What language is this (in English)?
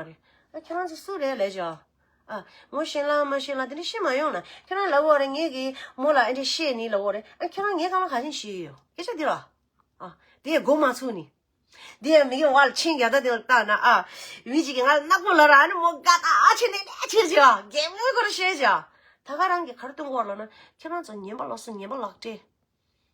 Tibetan